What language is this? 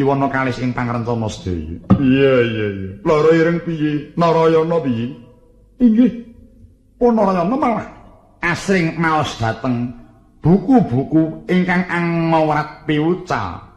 Javanese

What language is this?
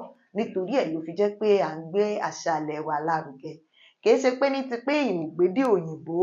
Yoruba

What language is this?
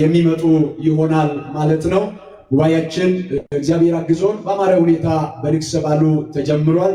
Amharic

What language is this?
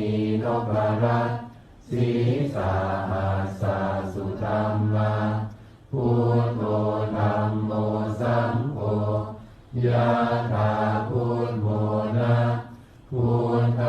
Pali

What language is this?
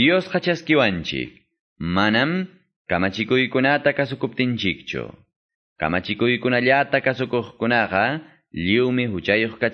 Quechua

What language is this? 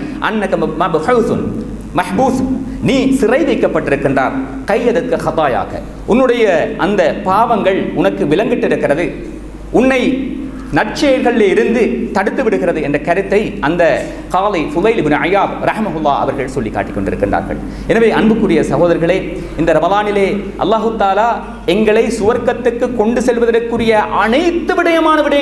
Tamil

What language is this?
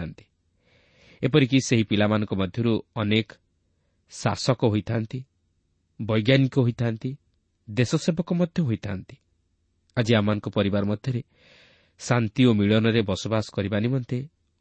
Odia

